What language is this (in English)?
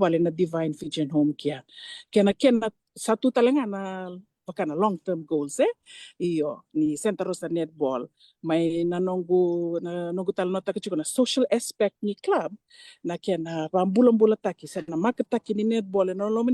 Fijian